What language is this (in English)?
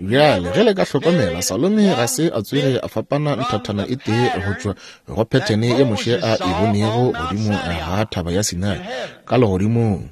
Northern Sotho